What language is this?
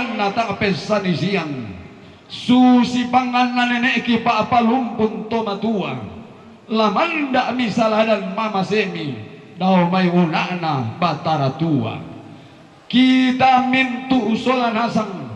Toraja-Sa'dan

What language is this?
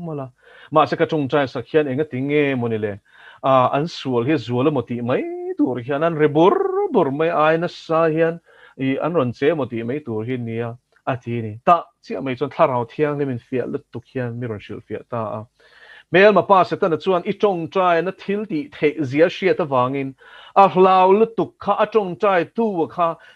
Mizo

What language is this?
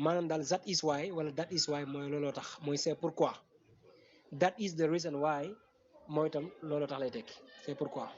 Wolof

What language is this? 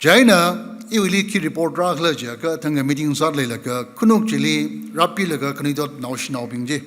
Tangkhul Naga (India)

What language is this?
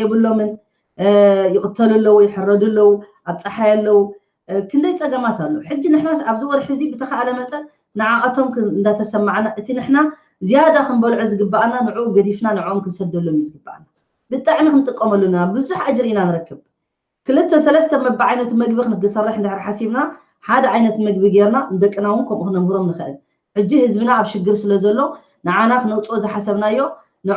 Tigrinya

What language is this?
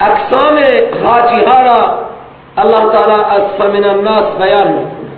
Persian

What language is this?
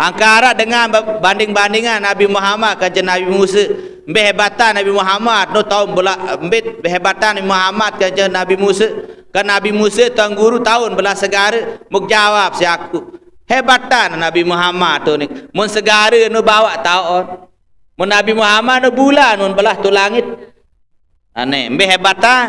Sasak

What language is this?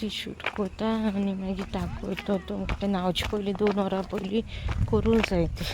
Konkani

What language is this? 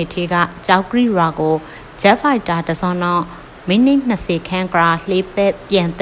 Burmese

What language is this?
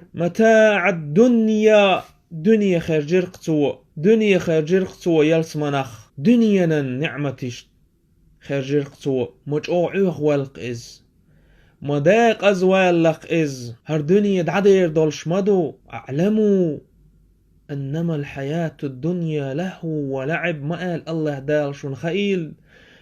Chechen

